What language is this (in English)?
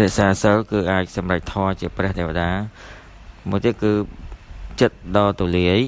Khmer